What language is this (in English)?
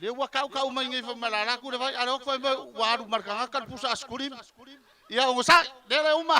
Samoan